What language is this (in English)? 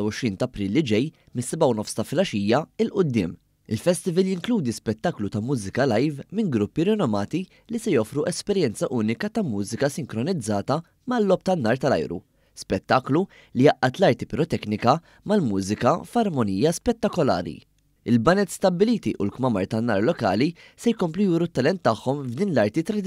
Maltese